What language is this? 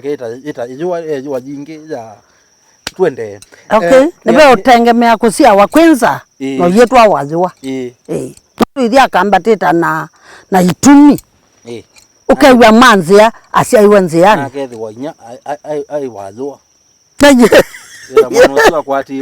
Kamba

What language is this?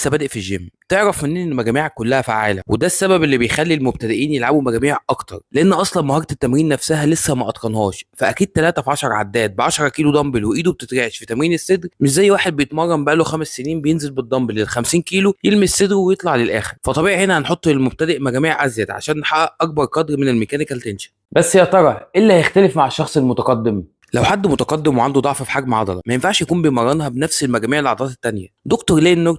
Egyptian Arabic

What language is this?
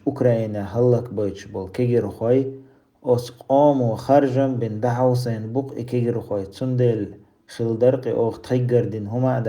Chechen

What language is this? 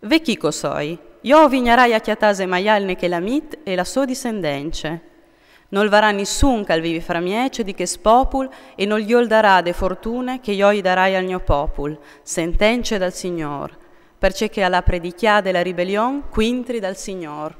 Friulian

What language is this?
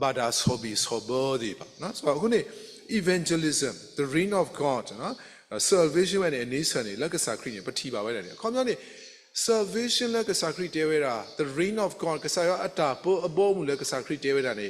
S'gaw Karen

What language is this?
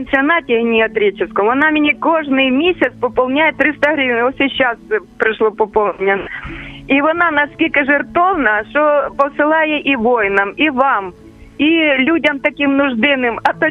Ukrainian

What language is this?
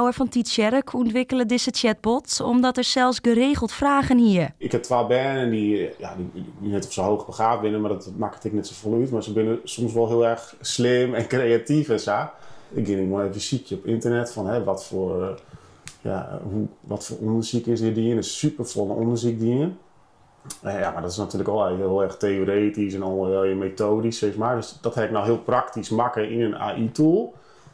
Western Frisian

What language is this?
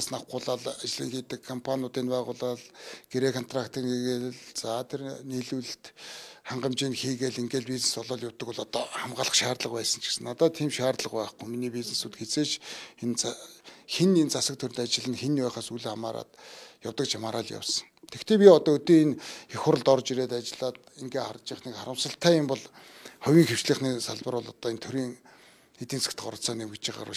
Mongolian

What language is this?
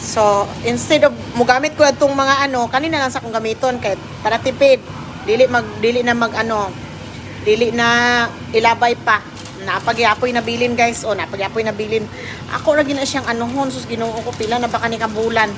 Cebuano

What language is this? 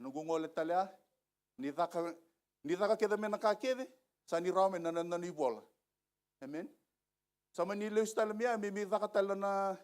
Fijian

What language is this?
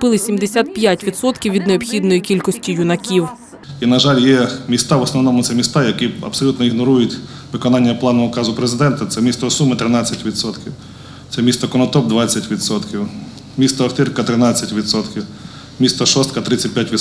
Ukrainian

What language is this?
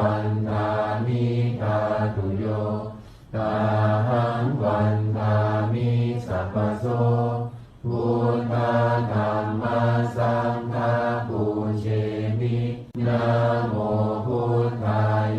Pali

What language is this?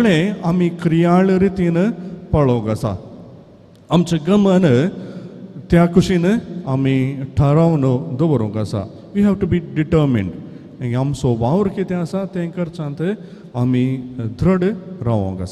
Konkani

